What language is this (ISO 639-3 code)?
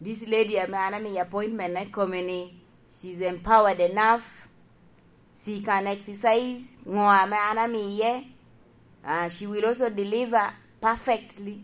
laj